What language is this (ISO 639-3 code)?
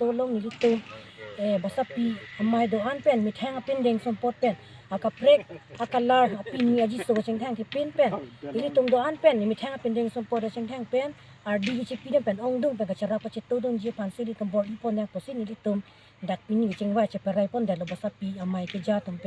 mjw